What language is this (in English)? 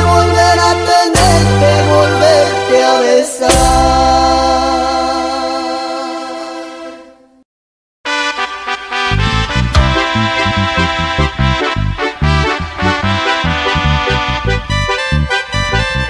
Spanish